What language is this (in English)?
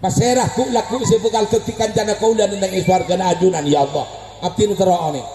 Madurese